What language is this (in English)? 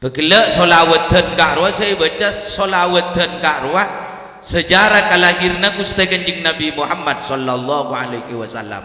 Madurese